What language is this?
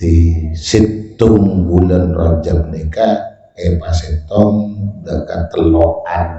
Madurese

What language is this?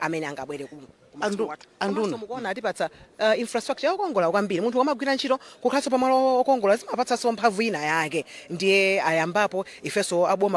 Nyanja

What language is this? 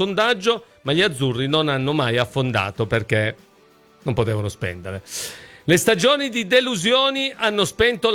Italian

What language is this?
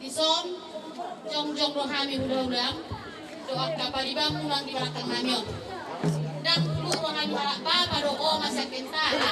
Batak Toba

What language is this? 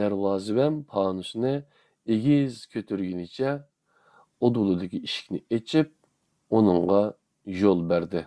Uyghur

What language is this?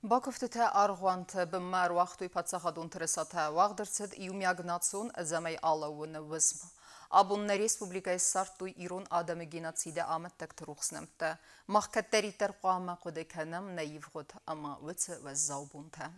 Ossetic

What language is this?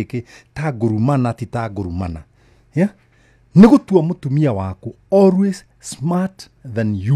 Kikuyu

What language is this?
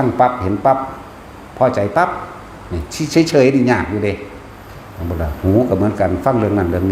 Northeastern Thai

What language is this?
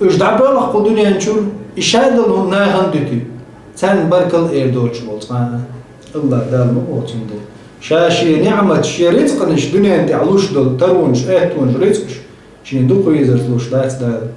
Chechen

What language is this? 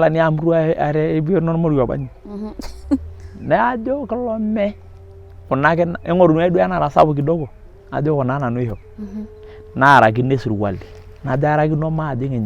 Masai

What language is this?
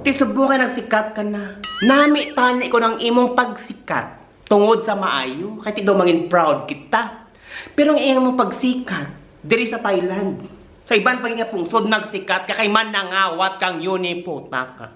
Hiligaynon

